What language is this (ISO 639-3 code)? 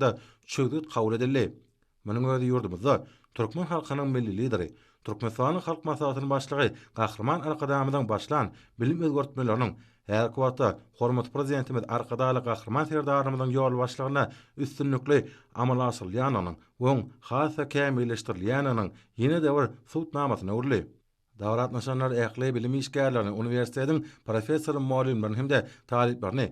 tuk